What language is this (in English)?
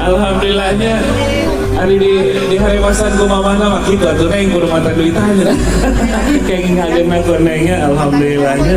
Sundanese